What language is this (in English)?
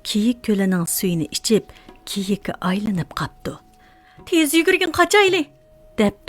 Uyghur